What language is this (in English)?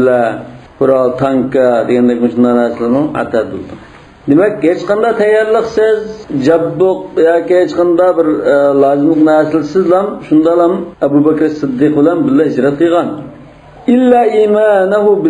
Uyghur